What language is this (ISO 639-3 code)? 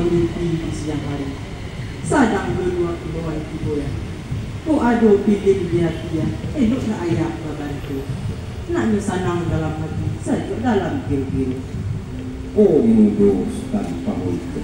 min